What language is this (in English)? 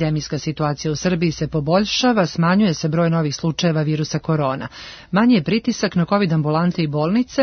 Serbian